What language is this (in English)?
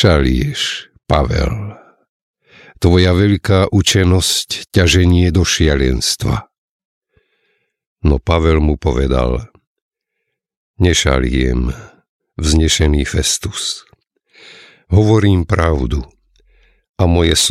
Slovak